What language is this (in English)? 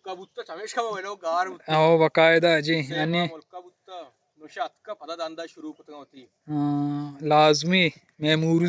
Baluchi